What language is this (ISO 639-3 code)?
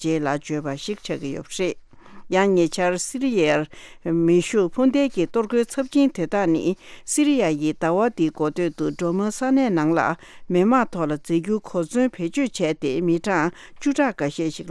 bod